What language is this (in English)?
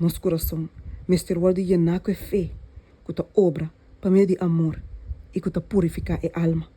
Papiamento